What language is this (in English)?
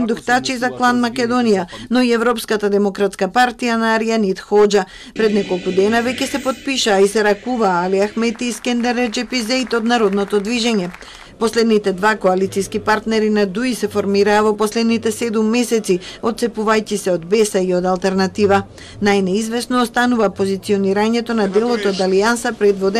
Macedonian